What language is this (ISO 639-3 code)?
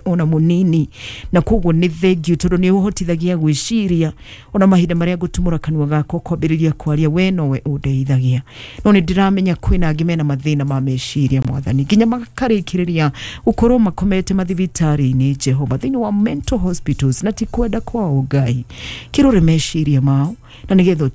kik